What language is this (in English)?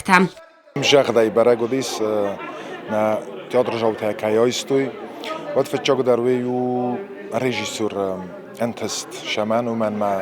Ossetic